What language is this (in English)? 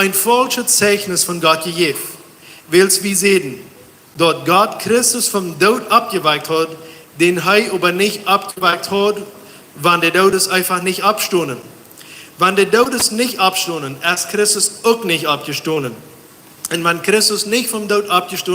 Plautdietsch